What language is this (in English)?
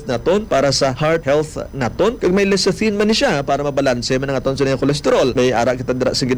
Hiligaynon